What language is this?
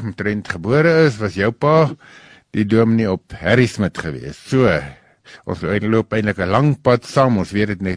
Afrikaans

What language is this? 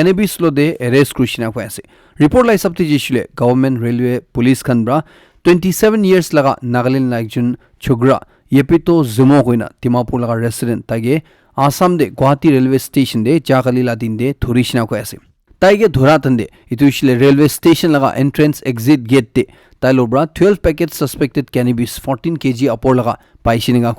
Naga Pidgin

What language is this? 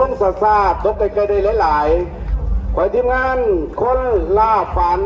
Northeastern Thai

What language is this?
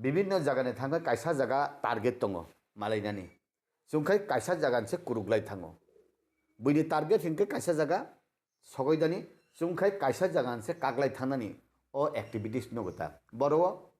Kok Borok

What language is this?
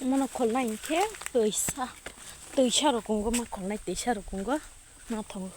Kok Borok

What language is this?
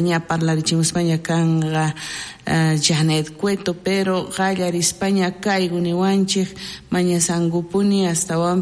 South Bolivian Quechua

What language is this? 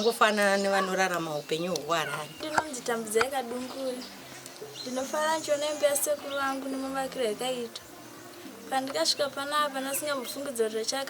Shona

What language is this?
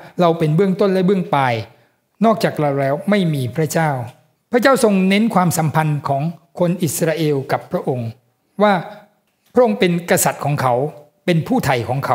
Thai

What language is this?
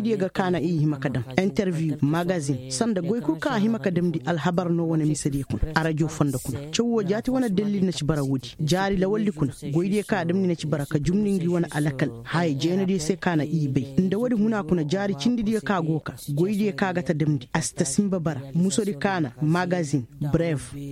Koyraboro Senni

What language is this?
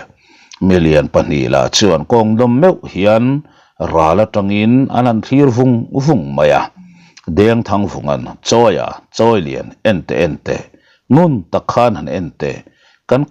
Mizo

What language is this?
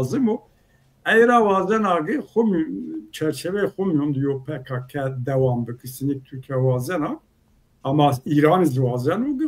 Zaza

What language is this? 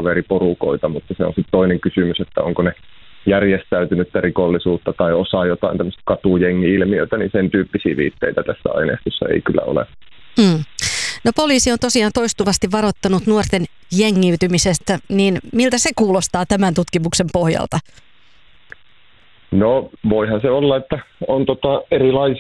Finnish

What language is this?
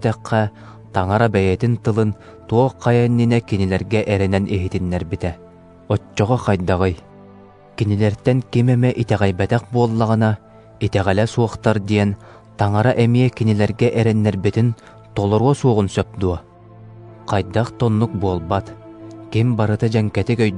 Yakut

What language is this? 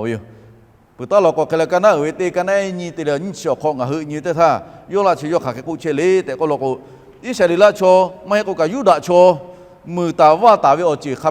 Lahu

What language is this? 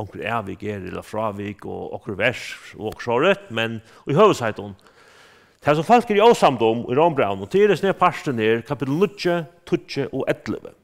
Faroese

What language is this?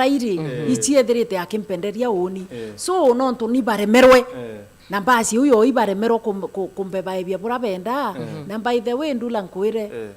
Meru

